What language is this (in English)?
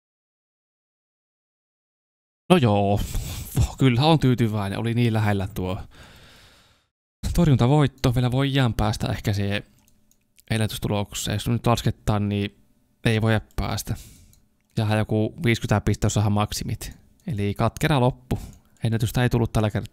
Finnish